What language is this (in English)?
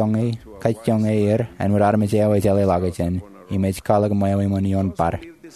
Marshallese